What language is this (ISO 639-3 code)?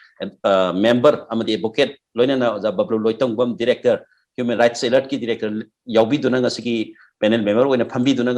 mni